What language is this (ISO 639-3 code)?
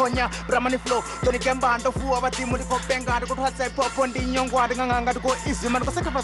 ven